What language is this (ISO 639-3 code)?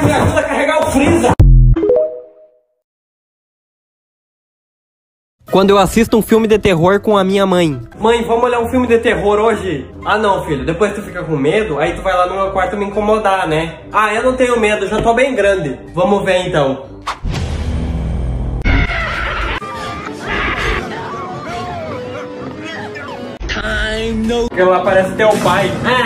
por